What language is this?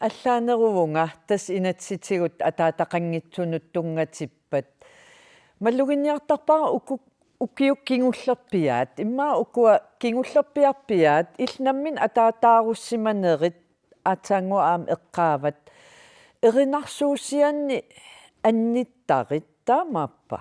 Kalaallisut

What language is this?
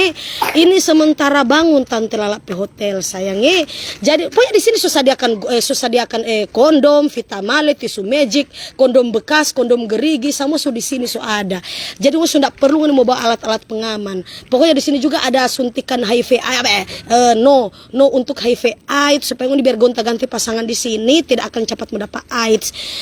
Manado Malay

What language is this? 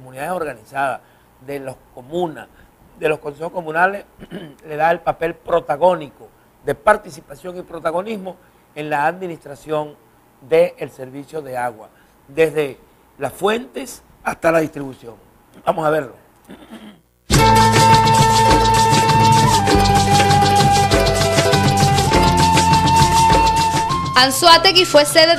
Spanish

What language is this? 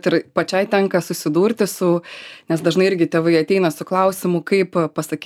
Lithuanian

